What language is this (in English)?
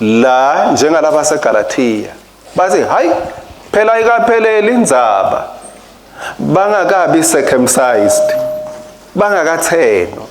Swati